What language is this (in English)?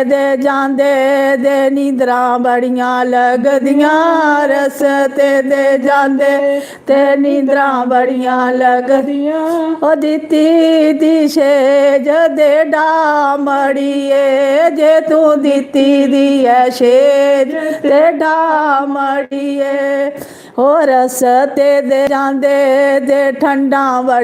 Dogri